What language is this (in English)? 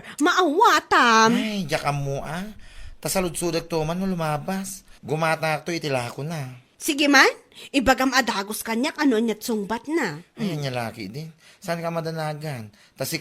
Iloko